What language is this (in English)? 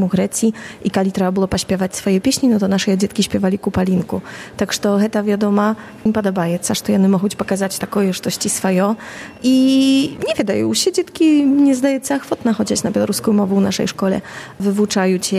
Belarusian